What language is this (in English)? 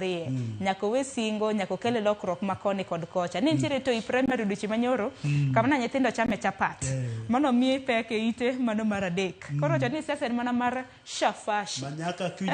Luo (Kenya and Tanzania)